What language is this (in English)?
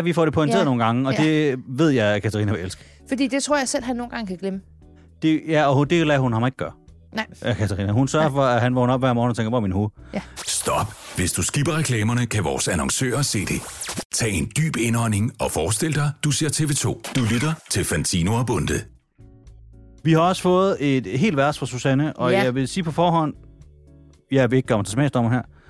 Danish